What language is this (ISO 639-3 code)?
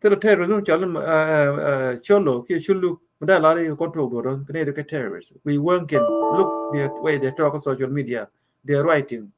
nus